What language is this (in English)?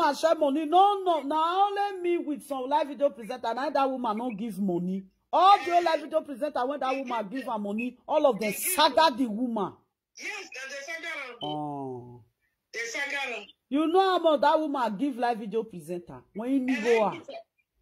Nigerian Pidgin